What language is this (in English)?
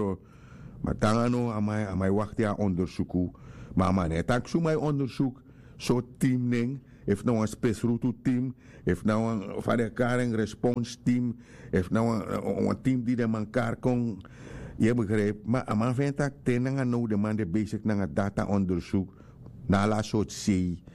Sranan Tongo